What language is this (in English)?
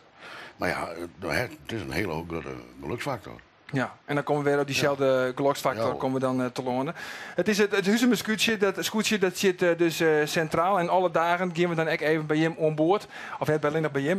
Western Frisian